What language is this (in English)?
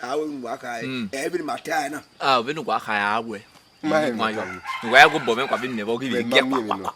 Bini